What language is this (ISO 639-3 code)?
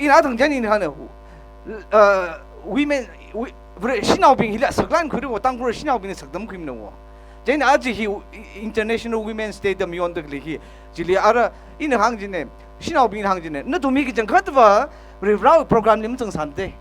nmf